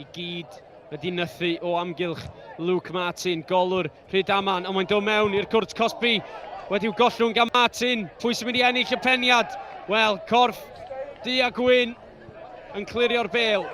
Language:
Welsh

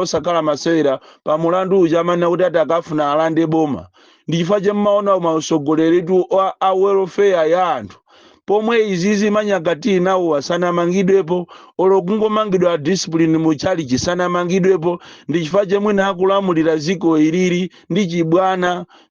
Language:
Nyanja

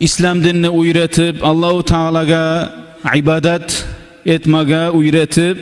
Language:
Kumyk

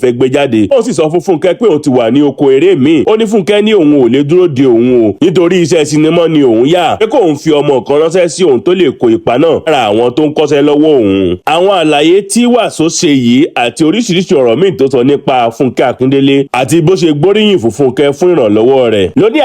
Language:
Yoruba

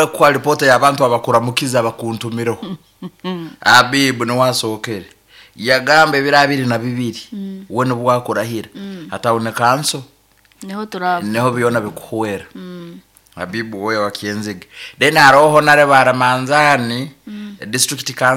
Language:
Nyoro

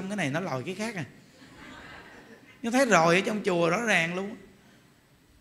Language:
Vietnamese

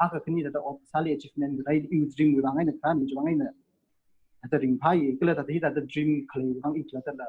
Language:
Tangkhul Naga (India)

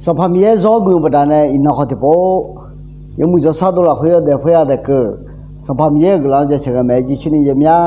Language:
Akha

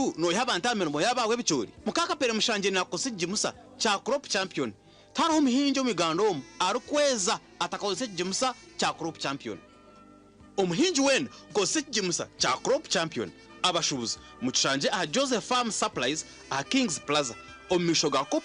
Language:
Nyankole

